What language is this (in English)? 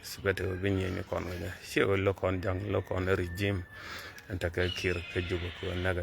Nuer